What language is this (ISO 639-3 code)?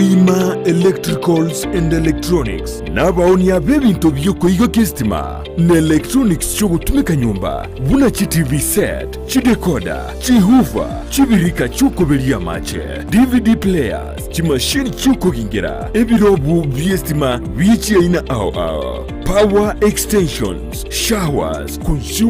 guz